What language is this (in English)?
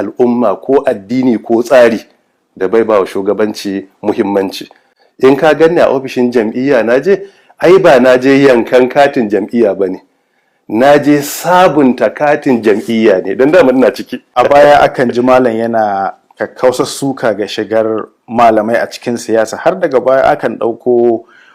Hausa